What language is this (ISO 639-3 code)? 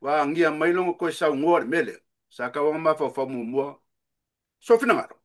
smo